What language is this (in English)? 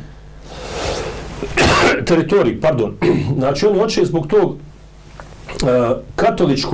Bosnian